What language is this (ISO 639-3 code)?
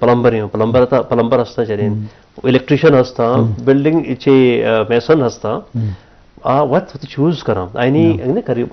bgp